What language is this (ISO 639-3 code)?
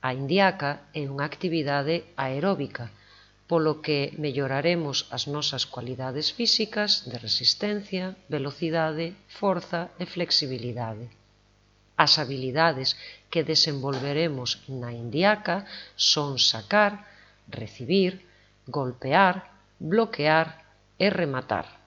glg